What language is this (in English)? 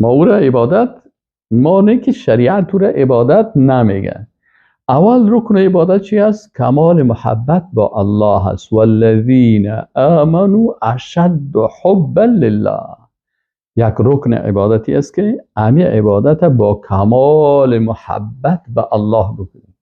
Persian